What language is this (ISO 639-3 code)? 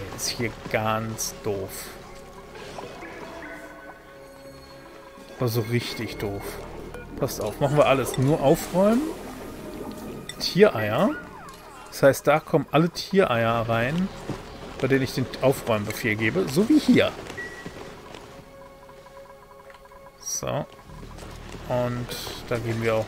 deu